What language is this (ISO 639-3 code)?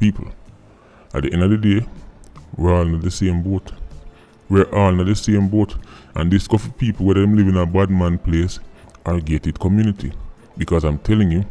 jam